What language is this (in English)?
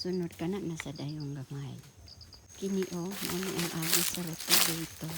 Cebuano